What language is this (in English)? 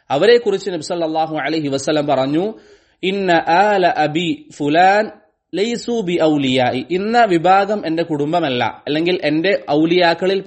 Malayalam